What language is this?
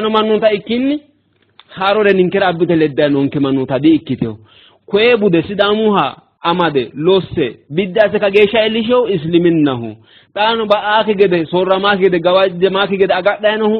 Sidamo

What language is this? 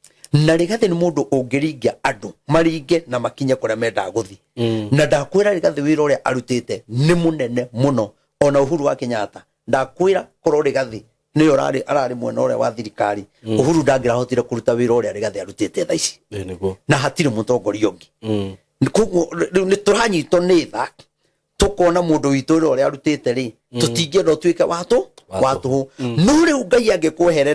Kikuyu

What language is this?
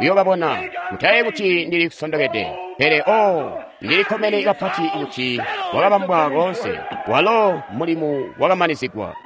Tonga (Zambia)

